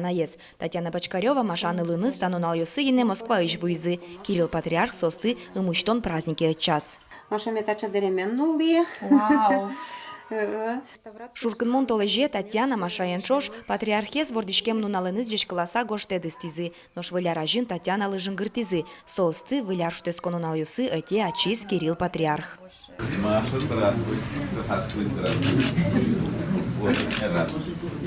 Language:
Udmurt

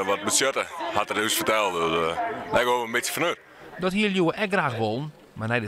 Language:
Western Frisian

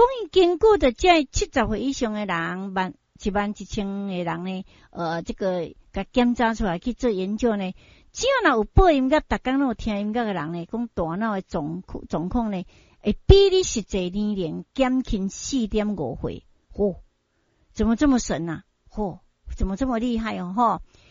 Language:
Min Nan Chinese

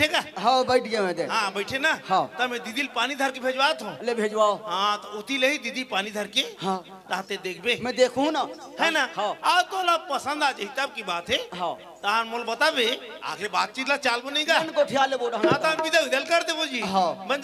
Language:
Chhattisgarhi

